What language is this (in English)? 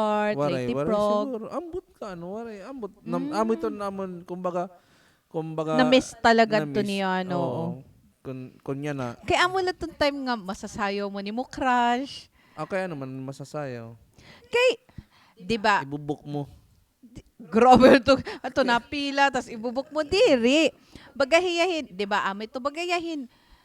Waray